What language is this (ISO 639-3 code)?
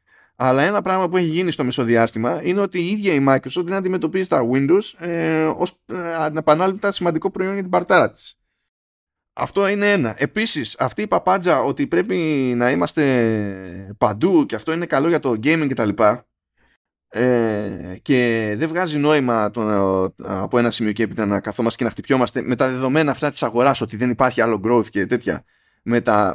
ell